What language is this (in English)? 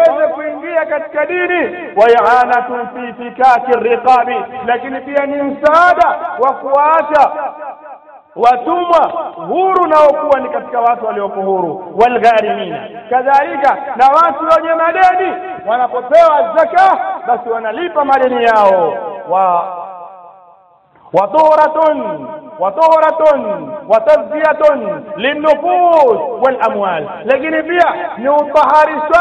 Swahili